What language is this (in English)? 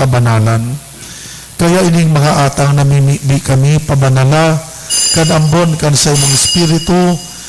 Bikol